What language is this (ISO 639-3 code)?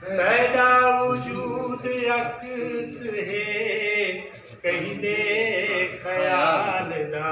skr